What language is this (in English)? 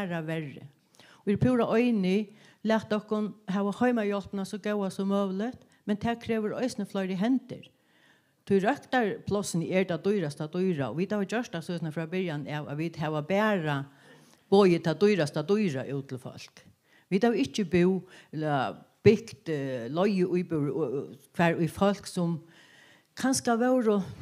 Faroese